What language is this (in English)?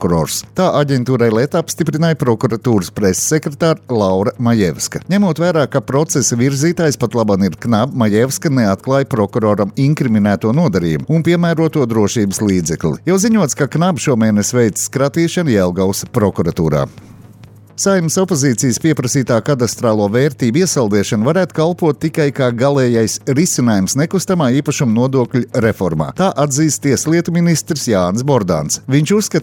Latvian